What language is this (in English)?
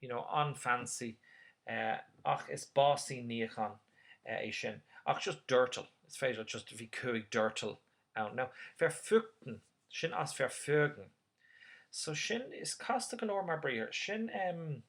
Irish